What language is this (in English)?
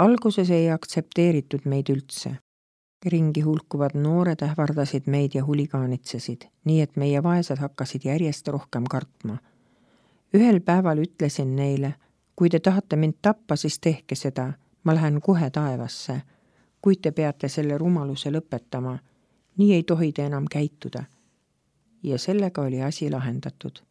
Estonian